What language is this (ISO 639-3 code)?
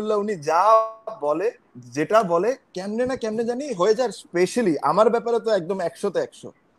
ben